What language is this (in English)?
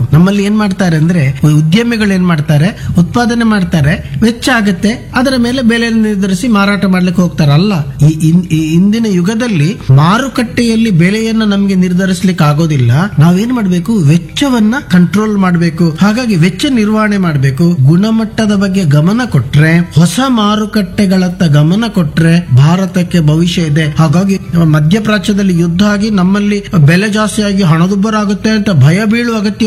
Kannada